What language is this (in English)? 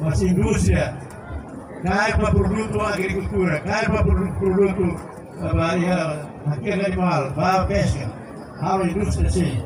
Tetum